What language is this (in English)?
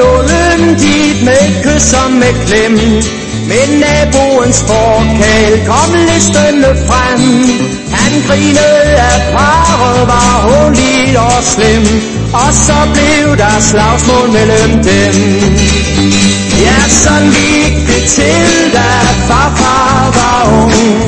Danish